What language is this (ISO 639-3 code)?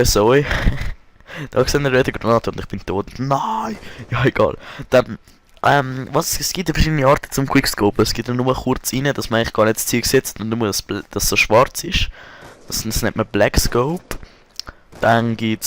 gsw